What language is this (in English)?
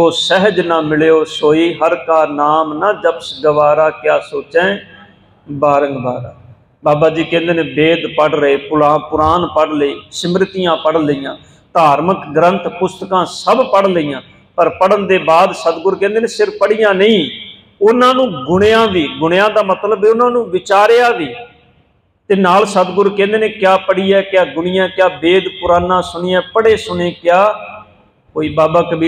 Punjabi